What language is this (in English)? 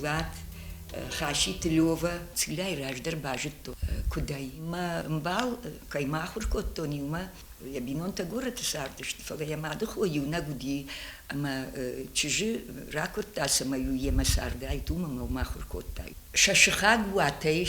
Ossetic